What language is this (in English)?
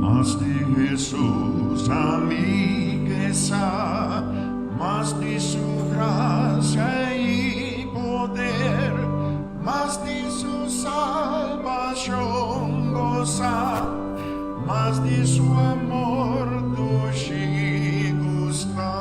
Papiamento